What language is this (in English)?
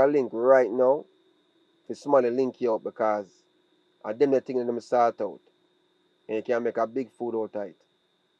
Jamaican Creole English